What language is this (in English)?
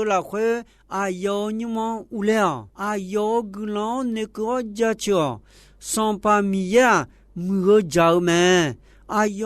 Akha